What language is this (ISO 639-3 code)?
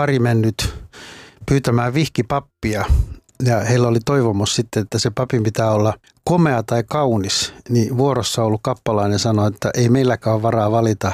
fin